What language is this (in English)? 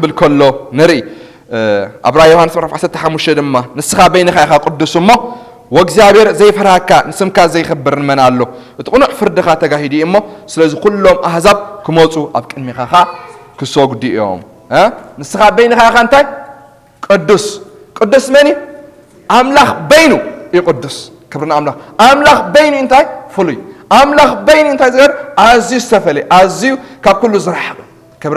Tigrinya